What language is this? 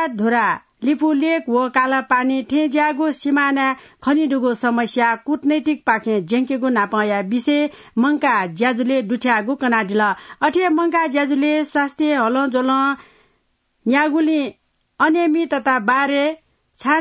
Newari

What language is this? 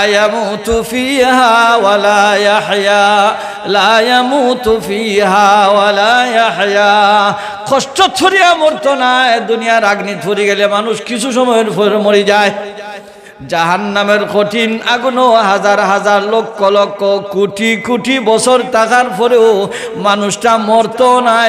Sylheti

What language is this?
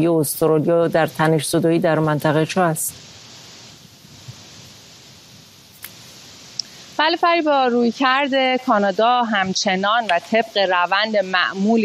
Persian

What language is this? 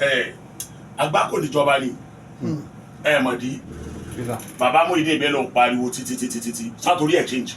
Yoruba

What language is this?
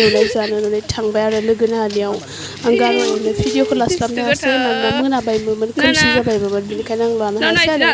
Bodo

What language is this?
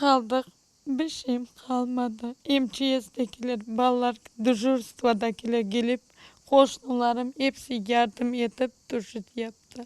Crimean Tatar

